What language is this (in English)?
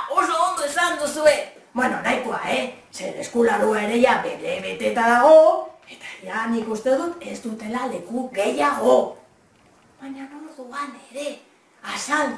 Basque